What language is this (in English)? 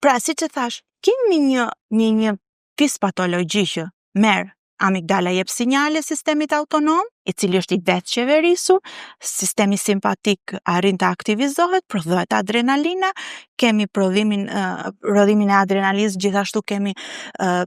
Albanian